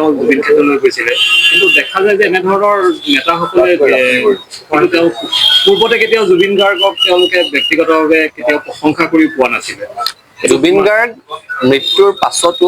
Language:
Assamese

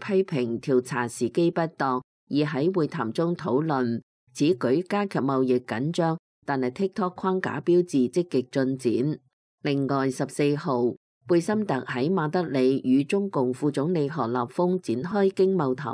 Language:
Cantonese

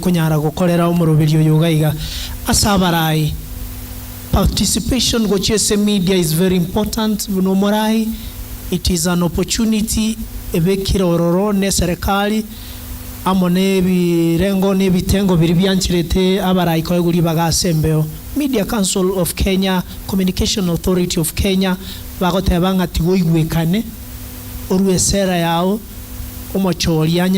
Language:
Gusii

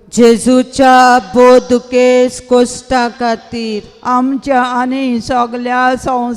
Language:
Konkani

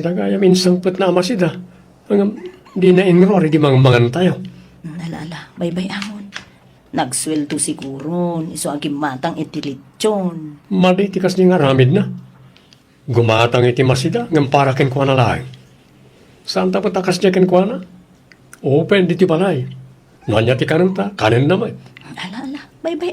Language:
Iloko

